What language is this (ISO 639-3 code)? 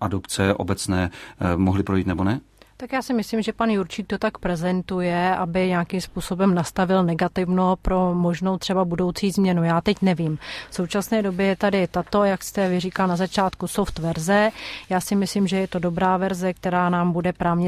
ces